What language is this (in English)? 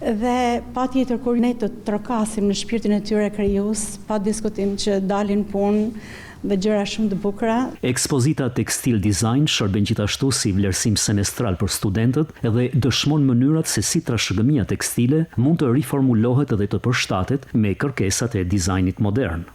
Albanian